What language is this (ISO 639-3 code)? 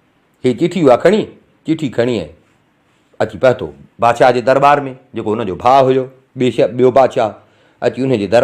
snd